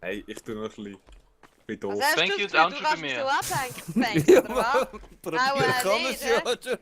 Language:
Swiss German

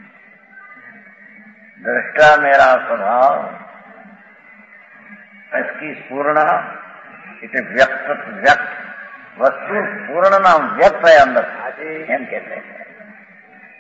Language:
Hindi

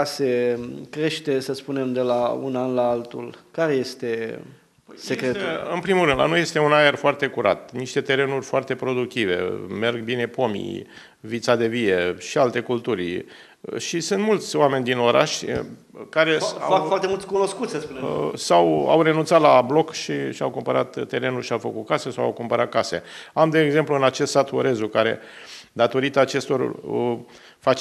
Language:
Romanian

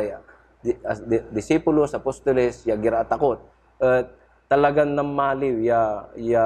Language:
Pangasinan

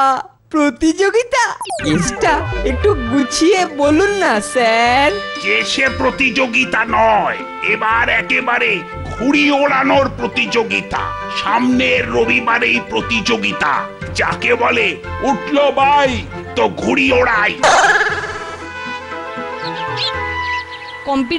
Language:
Bangla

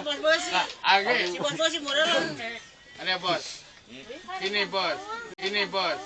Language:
Sundanese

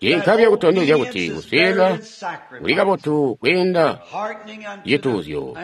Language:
Tonga (Zambia)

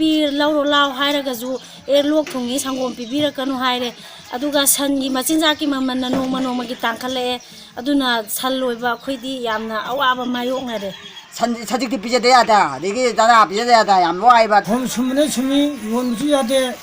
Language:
Manipuri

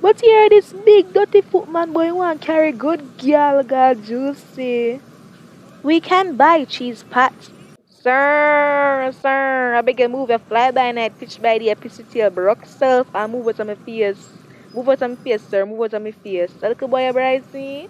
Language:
Jamaican Creole English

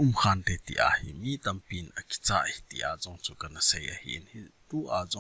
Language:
Thado Chin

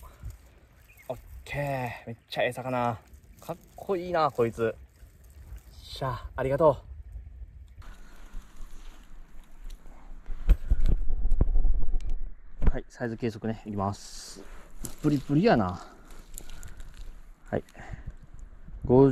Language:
Japanese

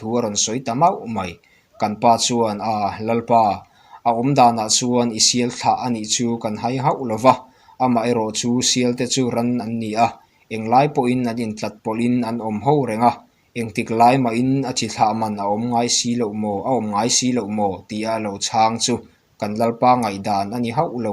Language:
Mizo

